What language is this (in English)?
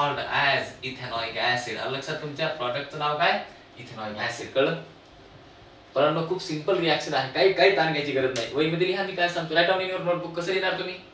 Marathi